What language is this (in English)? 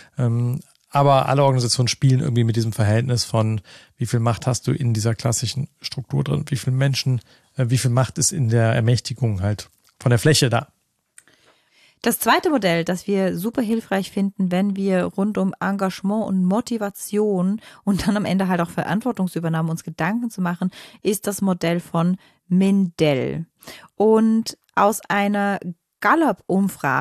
German